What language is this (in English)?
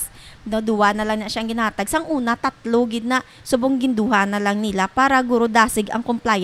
Hiligaynon